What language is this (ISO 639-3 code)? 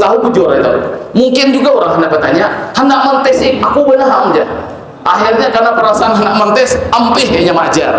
bjn